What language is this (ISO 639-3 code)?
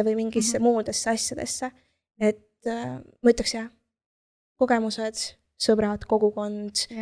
est